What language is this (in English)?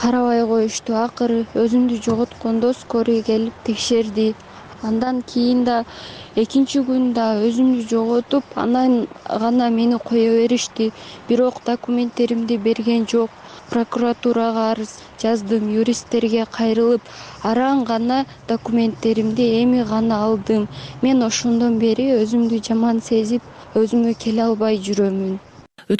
Kyrgyz